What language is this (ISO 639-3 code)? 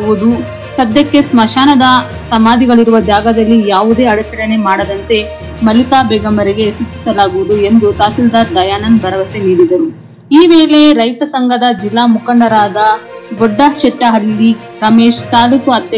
kan